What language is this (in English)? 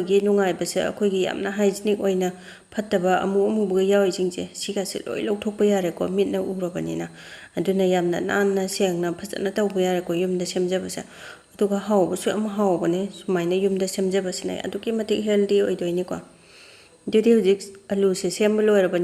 Manipuri